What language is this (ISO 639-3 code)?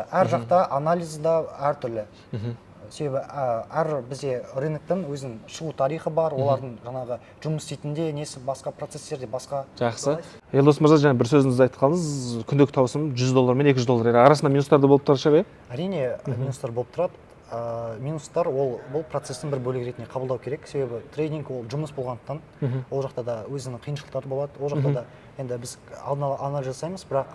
kaz